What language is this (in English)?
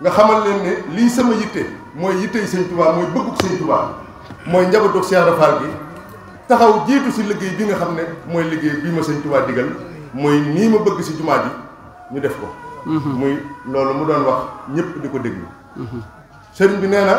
Wolof